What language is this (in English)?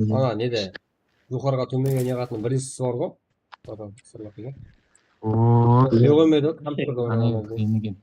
Kara-Kalpak